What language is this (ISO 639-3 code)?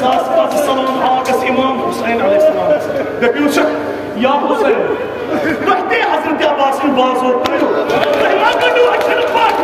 kas